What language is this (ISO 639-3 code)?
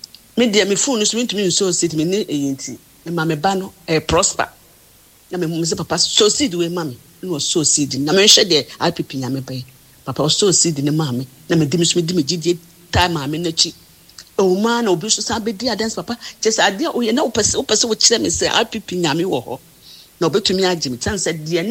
aka